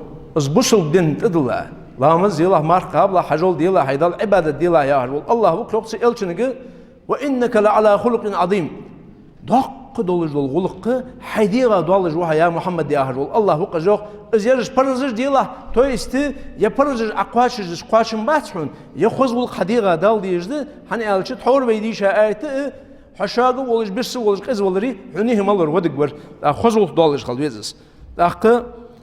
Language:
Ingush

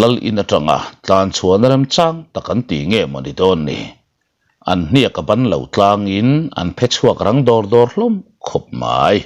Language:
Mizo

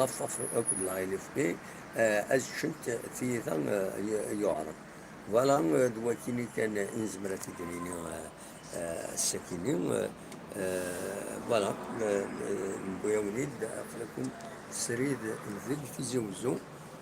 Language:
Kabyle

